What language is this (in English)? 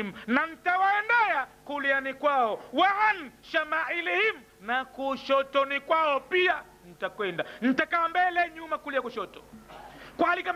Swahili